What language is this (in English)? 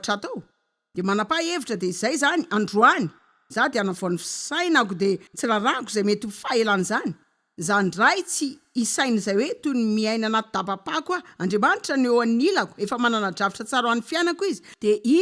Malagasy